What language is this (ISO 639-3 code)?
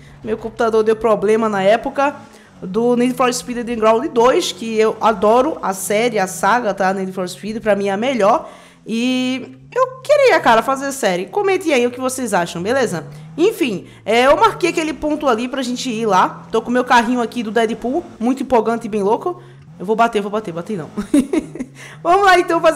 por